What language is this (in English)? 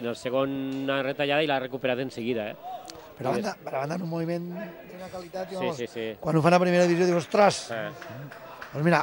Catalan